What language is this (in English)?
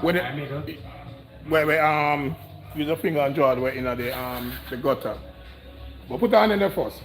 Jamaican Creole English